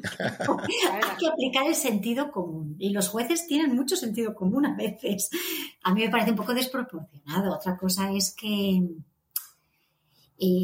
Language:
Spanish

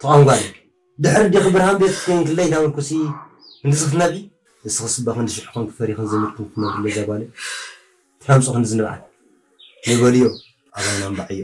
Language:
Tigrinya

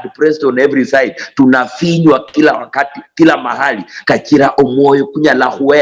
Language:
Luyia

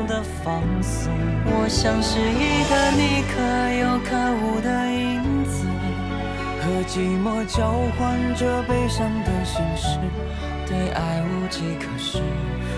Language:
Chinese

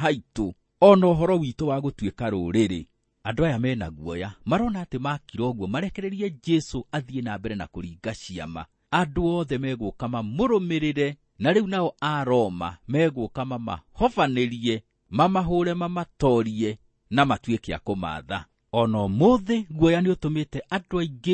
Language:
Kikuyu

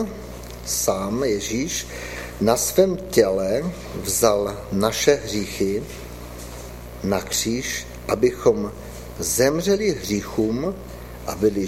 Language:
Czech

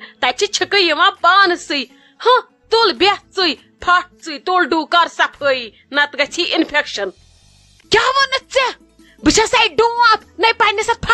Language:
Kashmiri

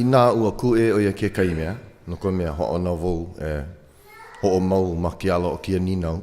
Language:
Hawaiian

